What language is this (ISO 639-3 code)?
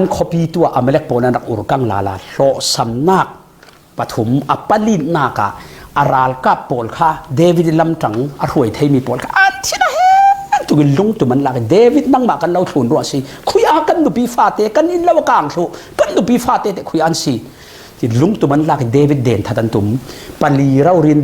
cfm